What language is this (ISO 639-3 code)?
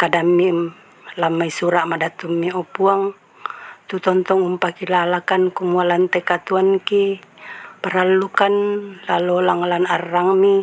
sda